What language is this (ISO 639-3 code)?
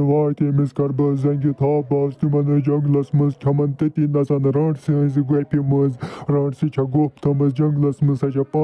kas